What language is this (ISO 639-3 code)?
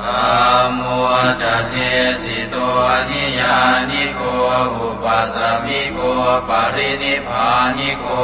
pli